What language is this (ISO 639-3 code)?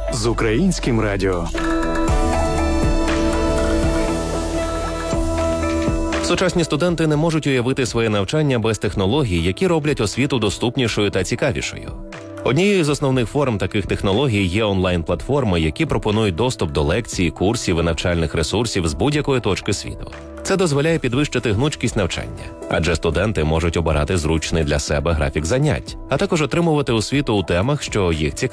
ukr